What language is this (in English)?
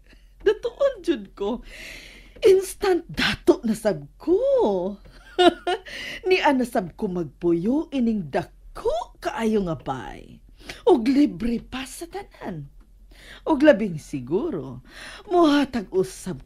Cebuano